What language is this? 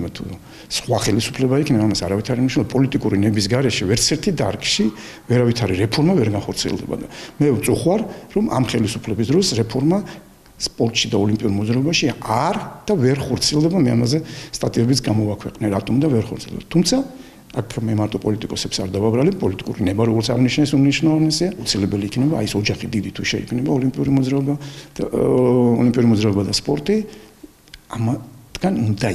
Georgian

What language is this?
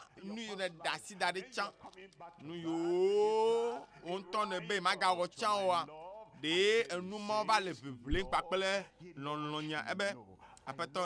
Ewe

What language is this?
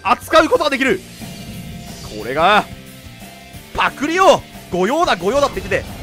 Japanese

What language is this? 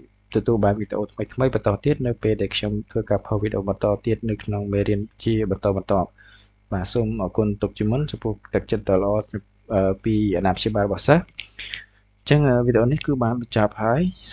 Khmer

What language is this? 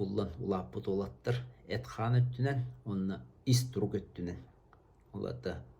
Yakut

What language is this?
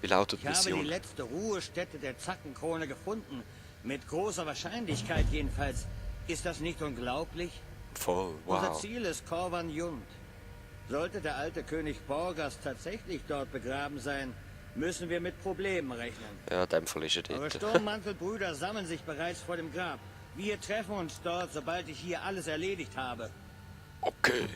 Swiss German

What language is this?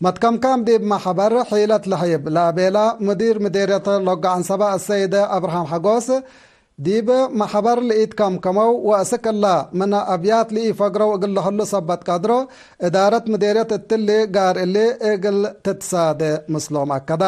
Tigre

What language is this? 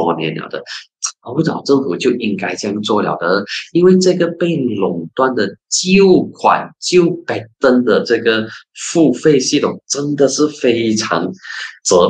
Chinese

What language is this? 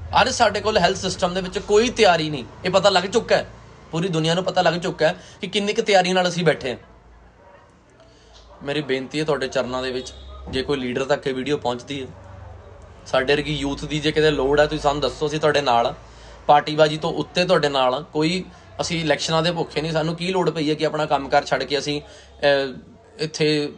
Punjabi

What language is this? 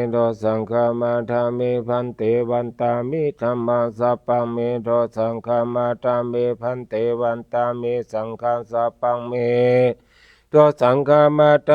Pali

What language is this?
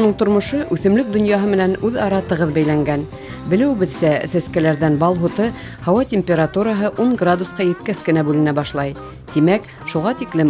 Bashkir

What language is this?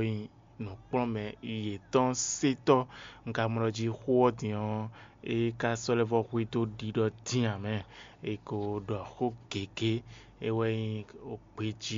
Fon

